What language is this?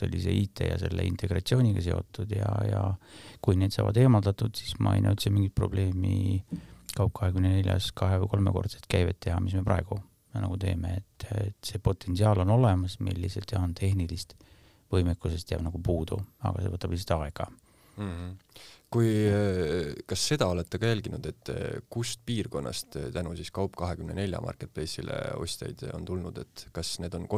Estonian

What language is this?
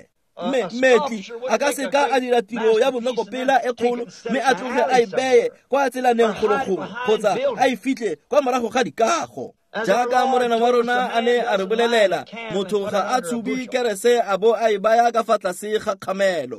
Tswana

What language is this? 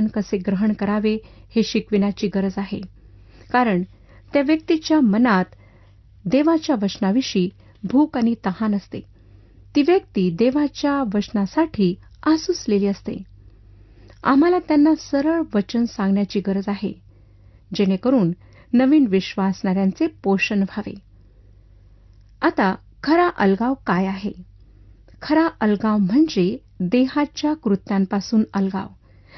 Marathi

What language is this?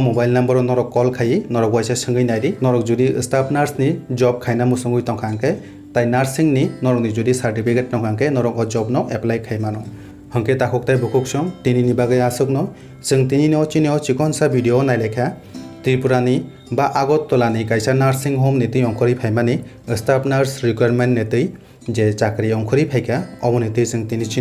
Kok Borok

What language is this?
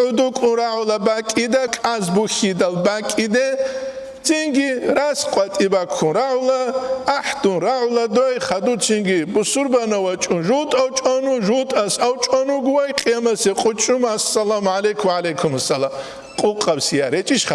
Avaric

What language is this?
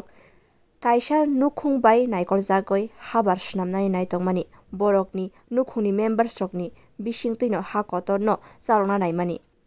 Kok Borok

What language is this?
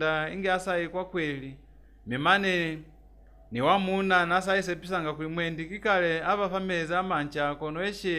Lozi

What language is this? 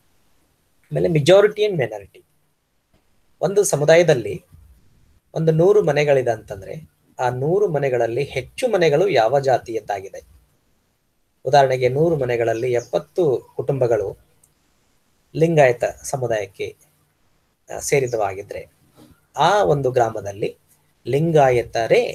Kannada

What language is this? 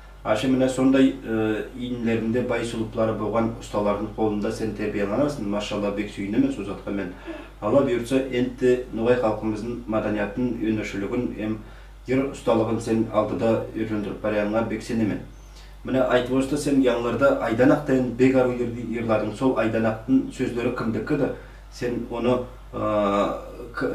Nogai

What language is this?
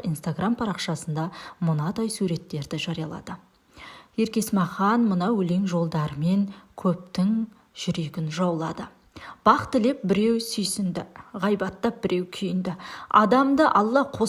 Kazakh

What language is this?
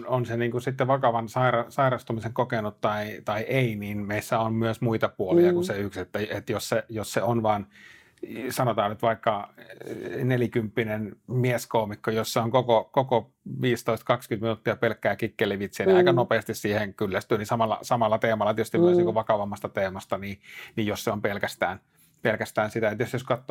Finnish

